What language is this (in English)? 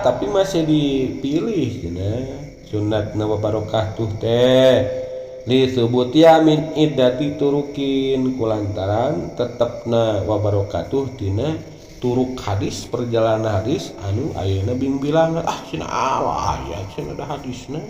Sundanese